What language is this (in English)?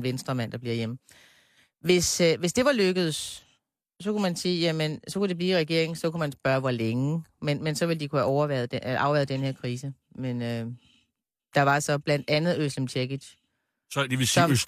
Danish